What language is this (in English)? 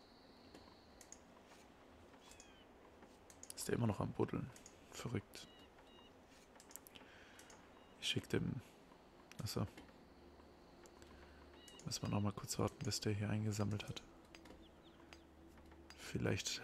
German